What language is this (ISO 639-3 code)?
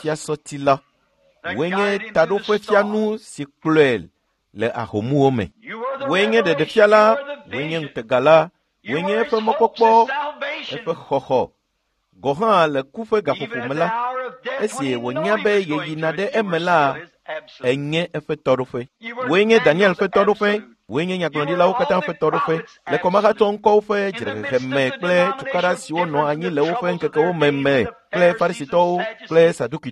ewe